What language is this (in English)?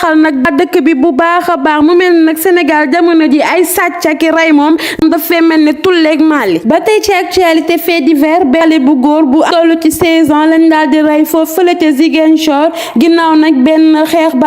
Wolof